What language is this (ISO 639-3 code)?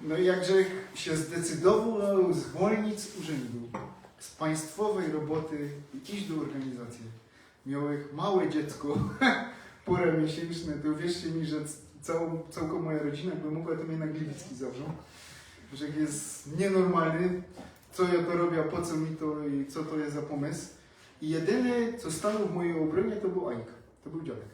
szl